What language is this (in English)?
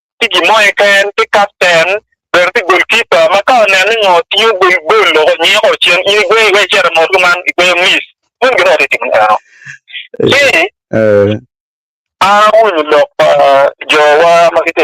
Acoli